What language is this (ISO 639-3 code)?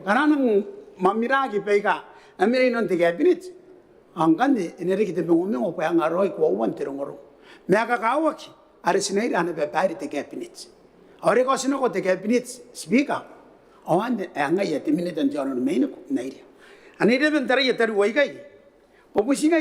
gil